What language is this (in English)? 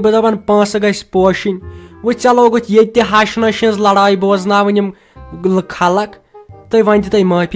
Kashmiri